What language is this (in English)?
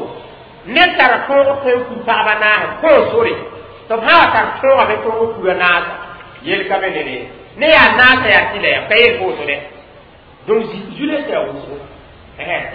Mossi